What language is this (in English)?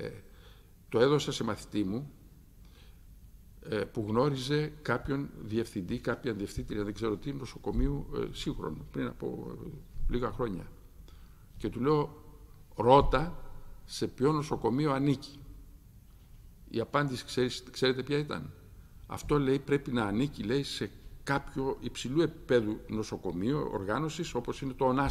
Greek